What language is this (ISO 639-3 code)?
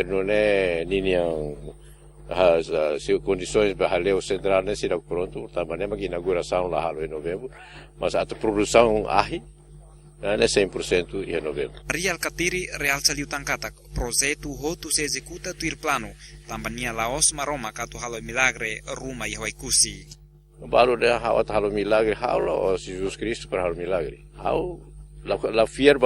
tet